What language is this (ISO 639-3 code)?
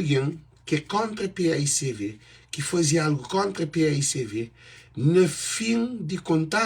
kea